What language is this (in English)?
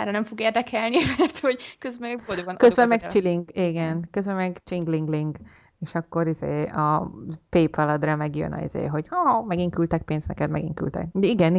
Hungarian